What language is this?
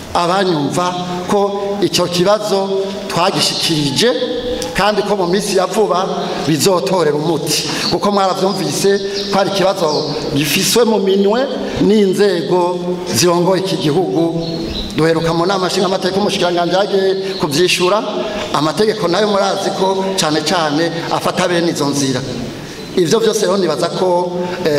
Rundi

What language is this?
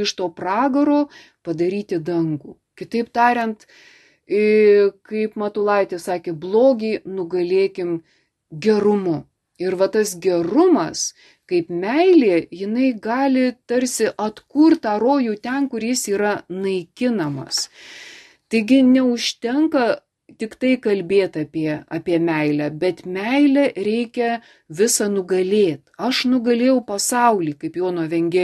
Lithuanian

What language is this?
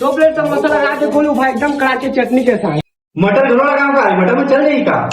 Chhattisgarhi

